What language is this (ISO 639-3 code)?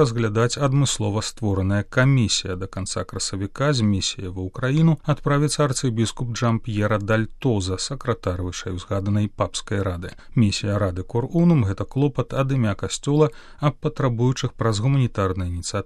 bel